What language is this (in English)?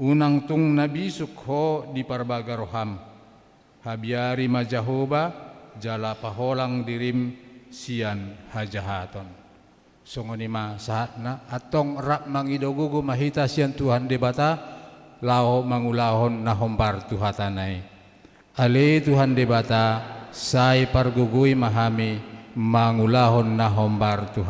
Batak Toba